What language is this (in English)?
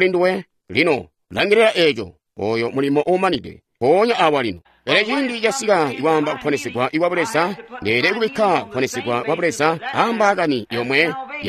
Tonga (Zambia)